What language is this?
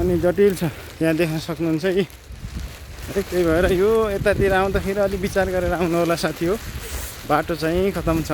Nepali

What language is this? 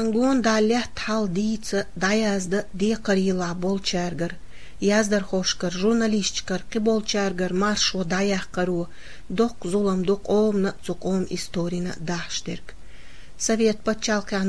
Chechen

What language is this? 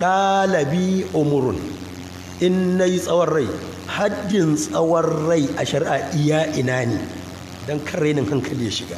Hausa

